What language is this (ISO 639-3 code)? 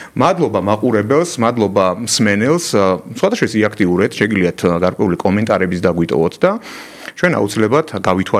kat